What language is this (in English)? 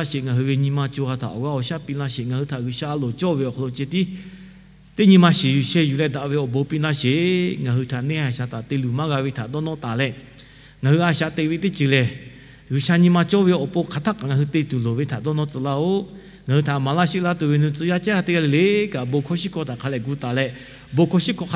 Lahu